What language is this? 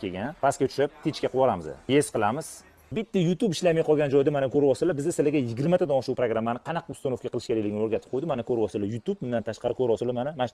Uzbek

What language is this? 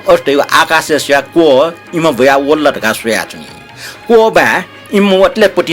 Newari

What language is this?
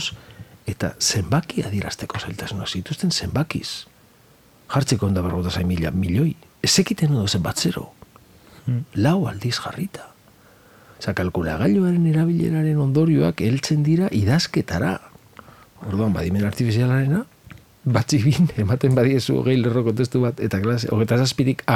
Basque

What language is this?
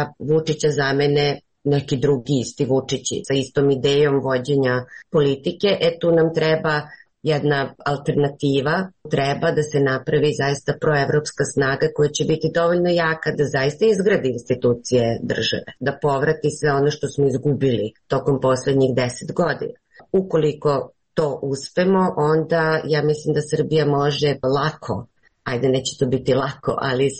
Serbian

